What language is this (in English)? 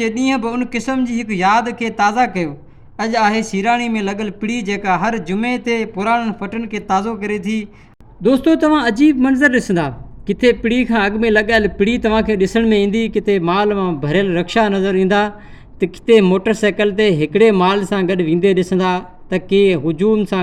Sindhi